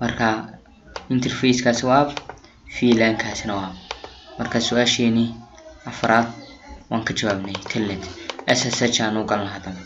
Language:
Somali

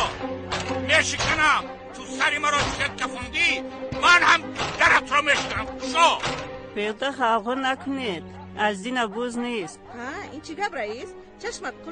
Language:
Tajik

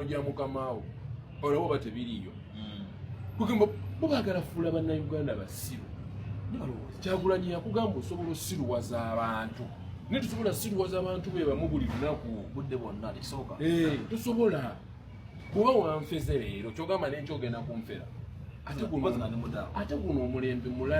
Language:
Ganda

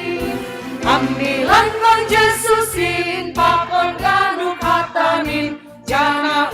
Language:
Batak Simalungun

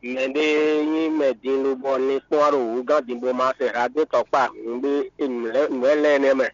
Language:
Fon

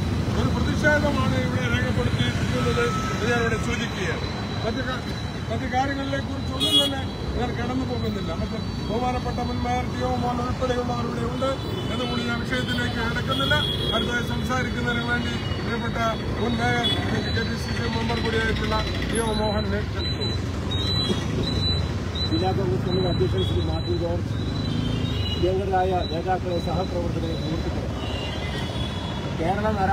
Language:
Malayalam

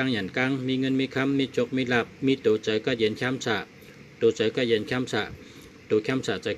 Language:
Shan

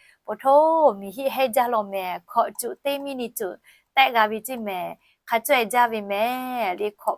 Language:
Lahu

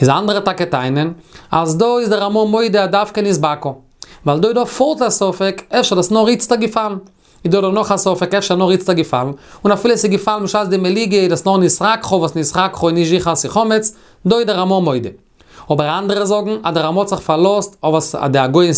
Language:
Yiddish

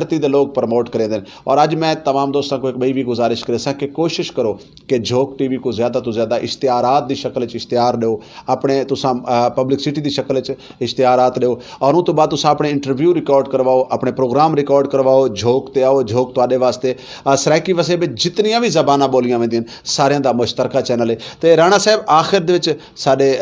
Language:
Saraiki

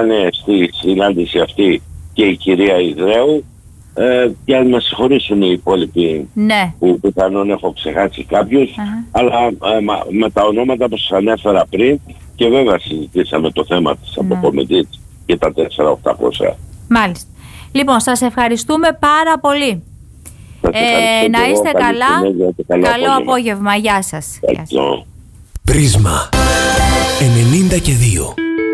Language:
Greek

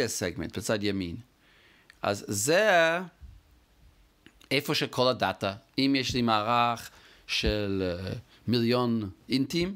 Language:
Hebrew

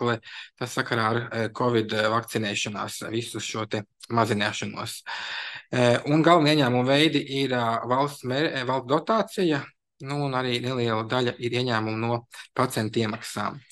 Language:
Latvian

